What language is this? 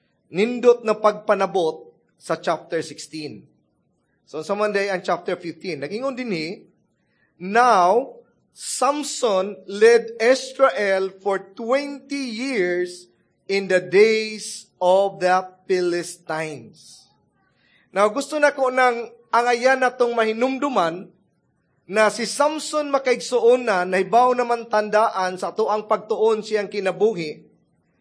Cebuano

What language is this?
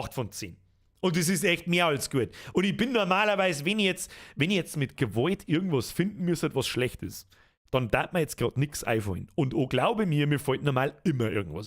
Bavarian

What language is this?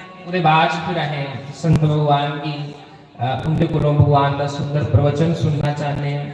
Dogri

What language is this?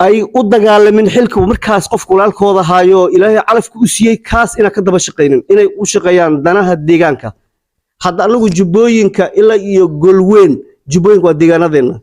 Somali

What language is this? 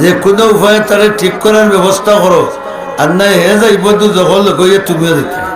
Sylheti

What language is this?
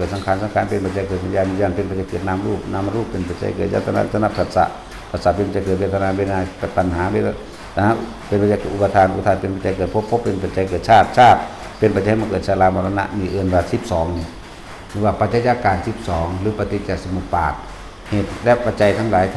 Northeastern Thai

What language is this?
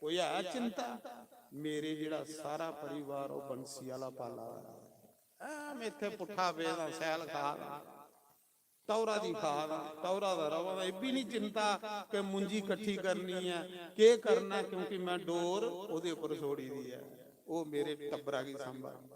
Dogri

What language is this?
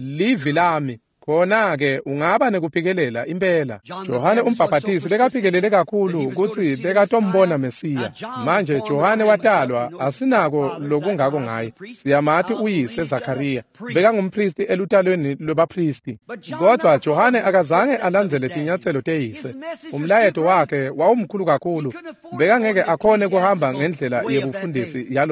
Swati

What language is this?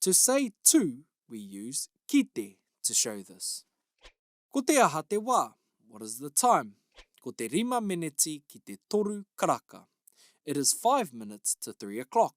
Māori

